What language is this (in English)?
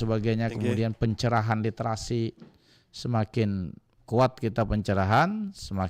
Banjar